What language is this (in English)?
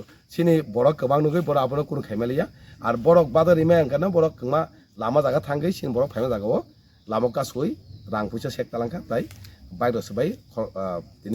Kok Borok